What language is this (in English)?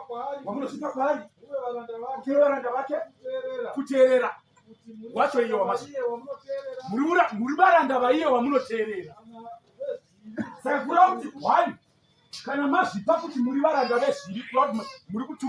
Shona